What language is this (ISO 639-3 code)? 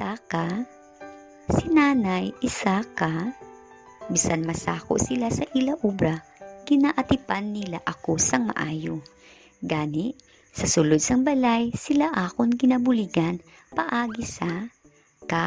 hil